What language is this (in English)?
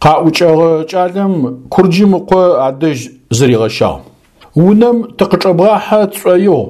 Adyghe